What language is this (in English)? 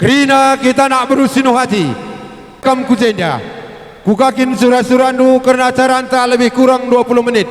Batak Karo